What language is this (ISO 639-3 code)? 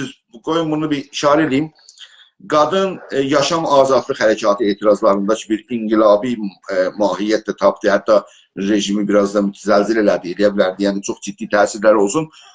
azb